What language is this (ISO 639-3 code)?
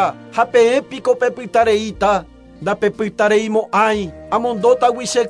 grn